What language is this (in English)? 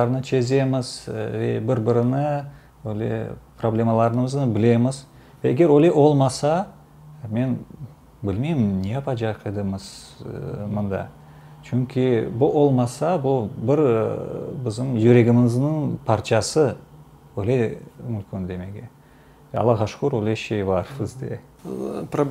Crimean Tatar